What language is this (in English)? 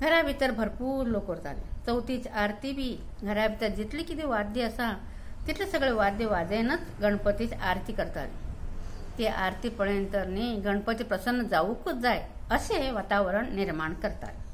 Konkani